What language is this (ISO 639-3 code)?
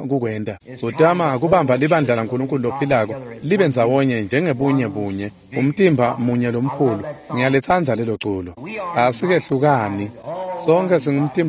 ssw